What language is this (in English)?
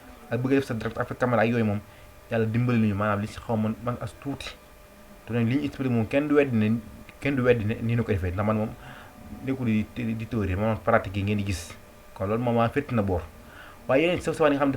Wolof